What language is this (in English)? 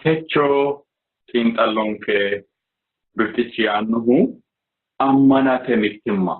Sidamo